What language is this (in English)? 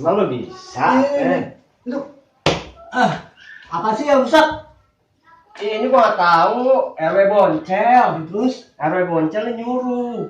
Betawi